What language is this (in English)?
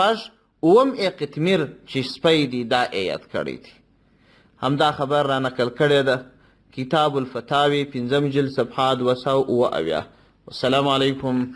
Pashto